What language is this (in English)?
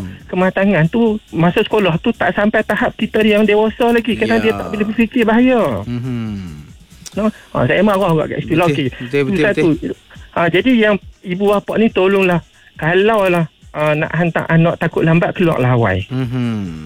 Malay